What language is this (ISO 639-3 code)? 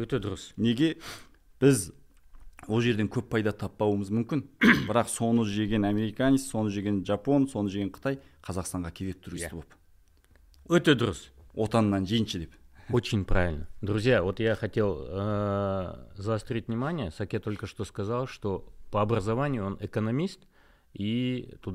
kaz